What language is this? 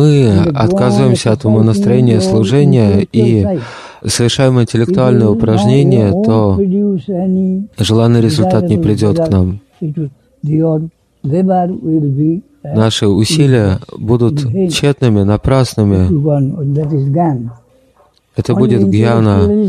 Russian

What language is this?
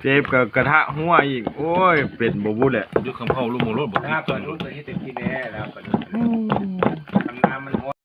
Lao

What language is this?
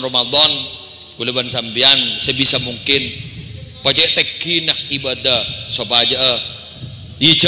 Madurese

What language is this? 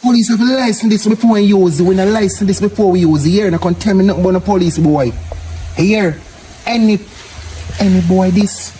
Jamaican Creole English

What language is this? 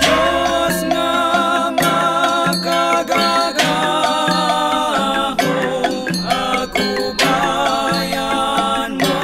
Hiligaynon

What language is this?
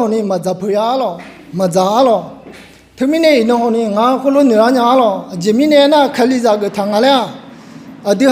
Akha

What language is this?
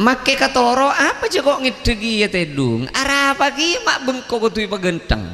Madurese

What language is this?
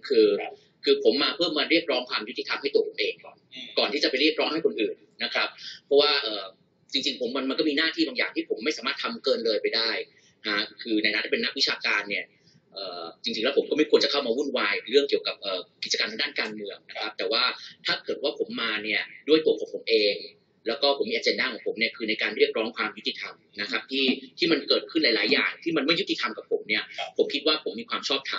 Thai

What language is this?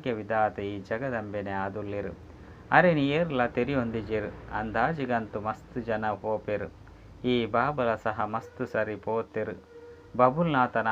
Tulu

